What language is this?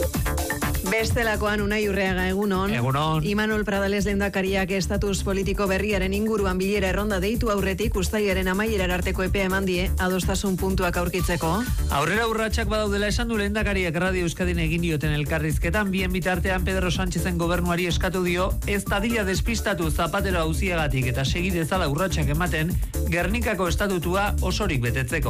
Basque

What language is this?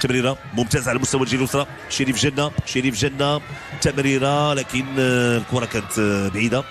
Moroccan Arabic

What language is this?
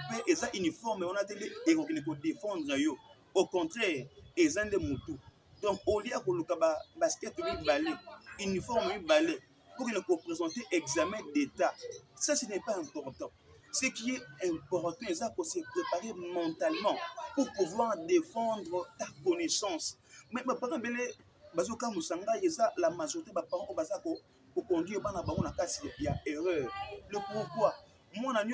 Lingala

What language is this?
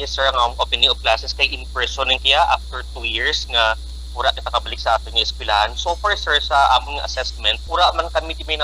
Kinaray-a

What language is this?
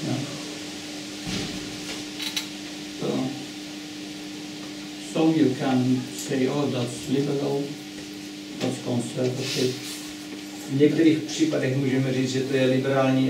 Czech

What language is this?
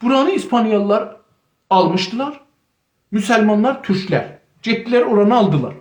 South Azerbaijani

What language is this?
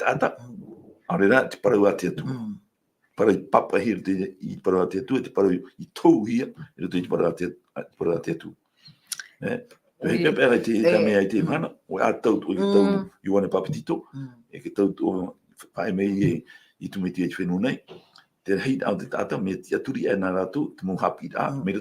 Tahitian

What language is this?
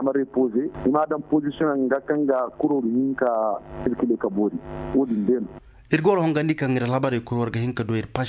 Koyraboro Senni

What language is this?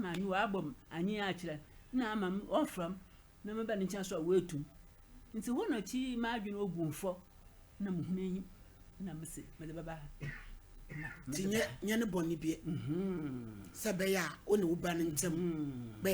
Akan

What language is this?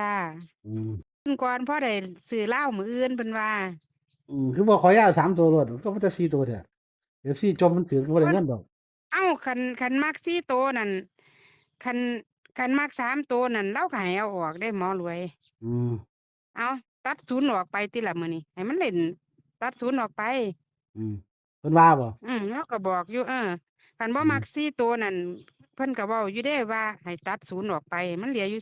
Northeastern Thai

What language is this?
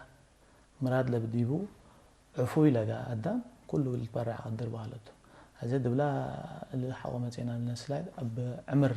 Tigre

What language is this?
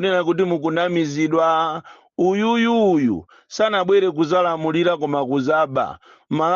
Nyanja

